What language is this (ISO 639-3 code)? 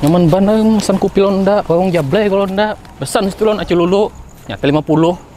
bjn